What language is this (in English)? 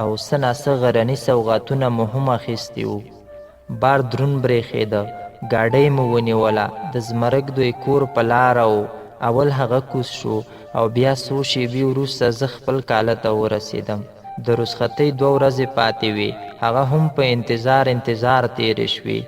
Pashto